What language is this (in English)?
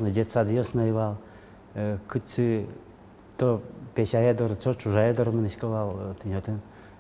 Udmurt